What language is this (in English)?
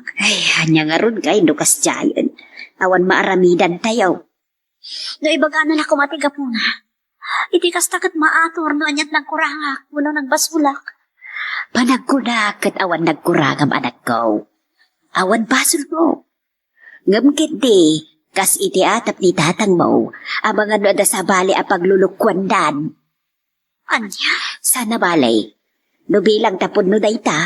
Iloko